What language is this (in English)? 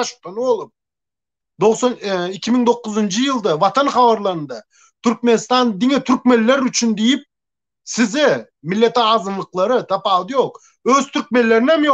Turkmen